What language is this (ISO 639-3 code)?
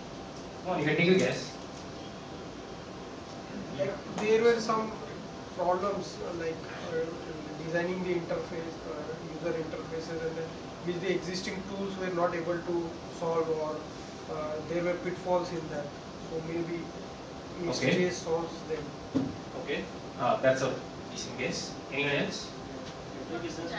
eng